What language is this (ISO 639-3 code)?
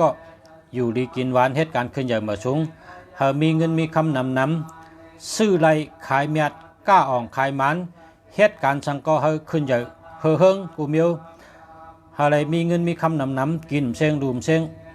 shn